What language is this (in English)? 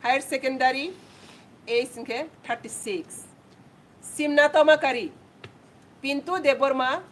Kok Borok